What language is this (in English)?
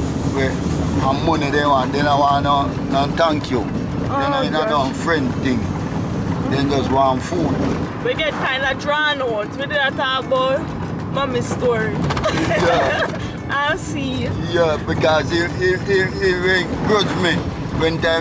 Jamaican Creole English